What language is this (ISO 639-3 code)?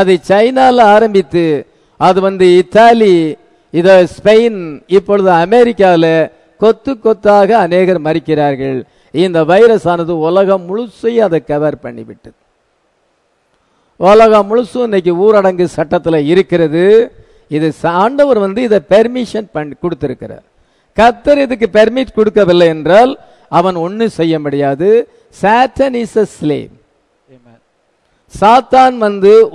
tam